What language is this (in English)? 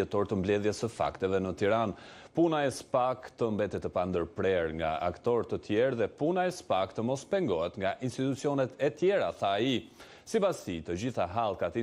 Albanian